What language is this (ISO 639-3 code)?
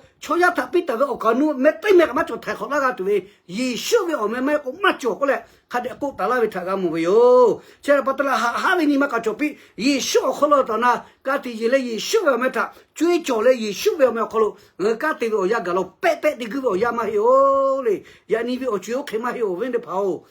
lhu